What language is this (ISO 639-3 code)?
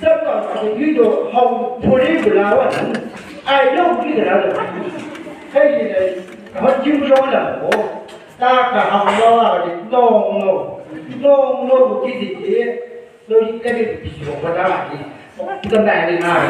nbc